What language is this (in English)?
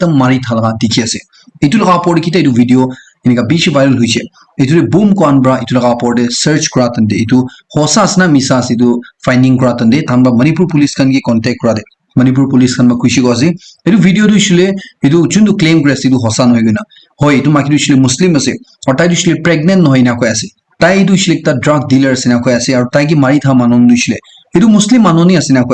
Naga Pidgin